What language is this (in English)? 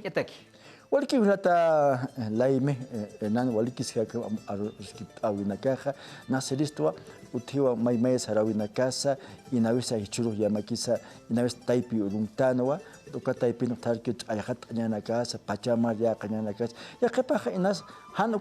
Aymara